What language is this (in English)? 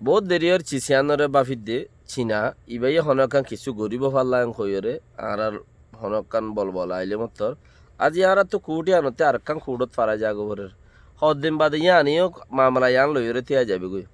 Rohingya